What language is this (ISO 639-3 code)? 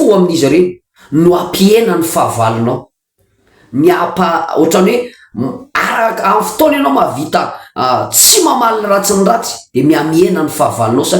mlg